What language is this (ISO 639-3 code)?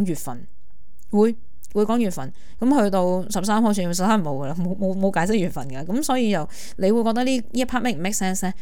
yue